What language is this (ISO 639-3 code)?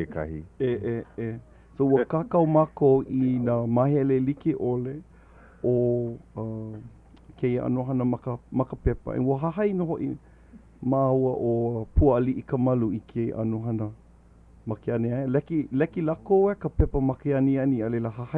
haw